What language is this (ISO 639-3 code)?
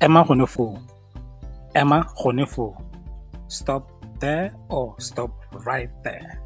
tsn